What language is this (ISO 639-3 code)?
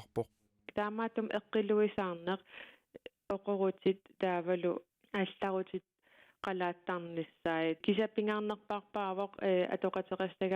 kal